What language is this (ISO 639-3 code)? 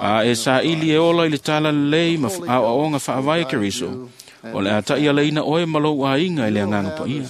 smo